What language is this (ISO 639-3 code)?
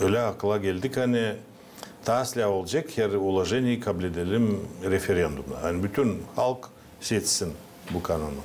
gag